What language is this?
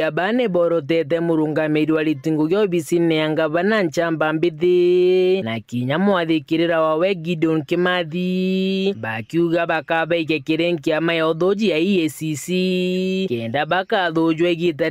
Meru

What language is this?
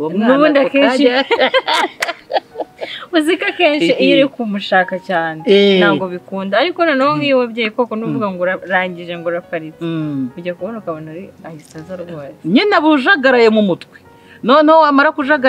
Kinyarwanda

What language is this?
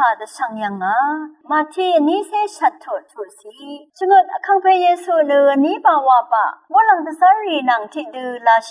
Rawang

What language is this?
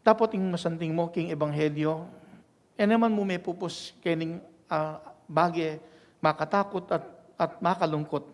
Pampanga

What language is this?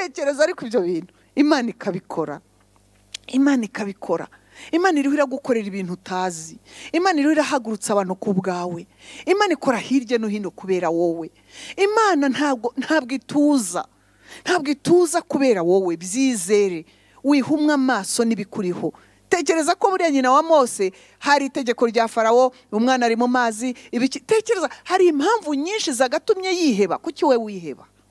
Kinyarwanda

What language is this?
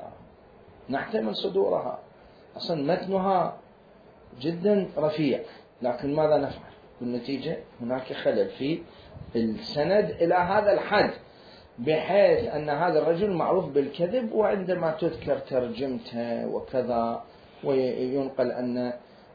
Mesopotamian Arabic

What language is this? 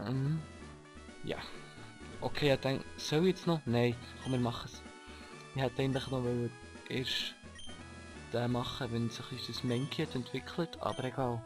Swiss German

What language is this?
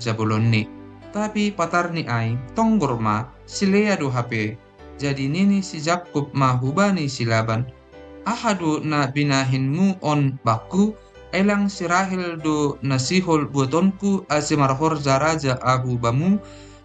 Batak Simalungun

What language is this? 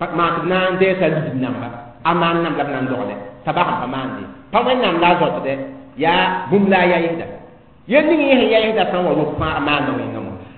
Mossi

